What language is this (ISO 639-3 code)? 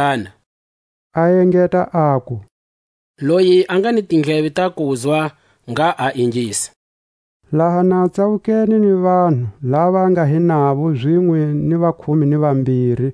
tsc